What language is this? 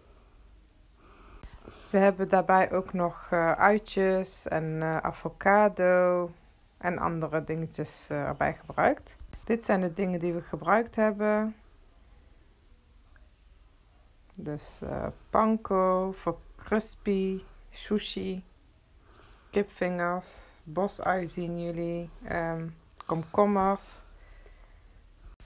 Dutch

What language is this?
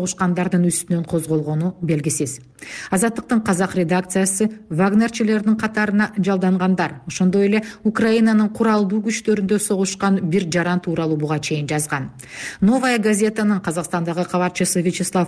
Kyrgyz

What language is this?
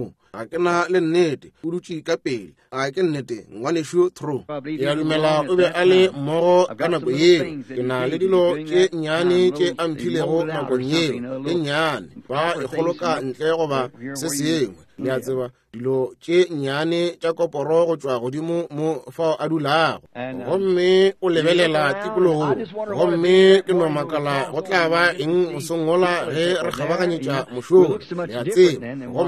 Northern Sotho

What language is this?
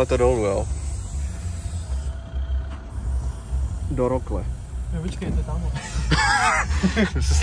Czech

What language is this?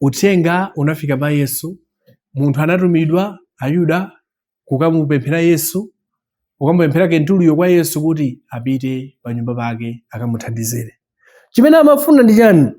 Nyanja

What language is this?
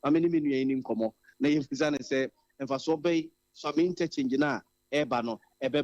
Akan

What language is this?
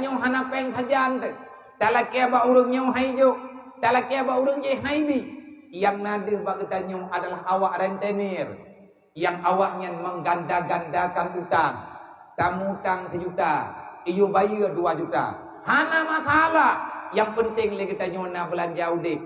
Achinese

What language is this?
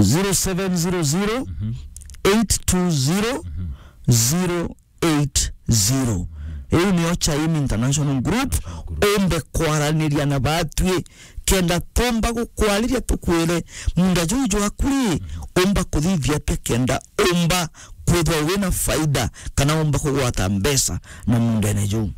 Meru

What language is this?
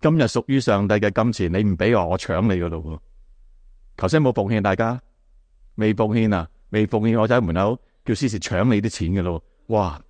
Cantonese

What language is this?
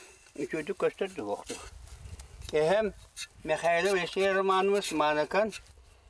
Yakut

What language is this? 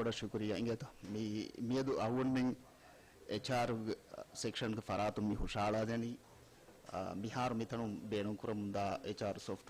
Divehi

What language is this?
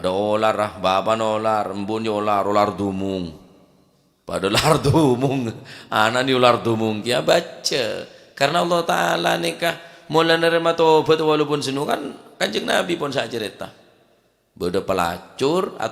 Madurese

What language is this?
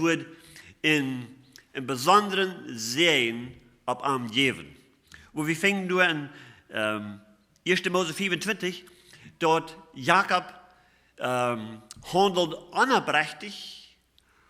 Plautdietsch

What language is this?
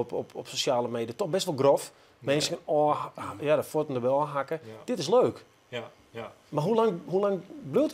Western Frisian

